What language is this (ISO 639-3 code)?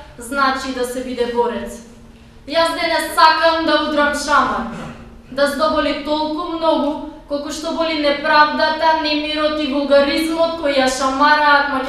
mkd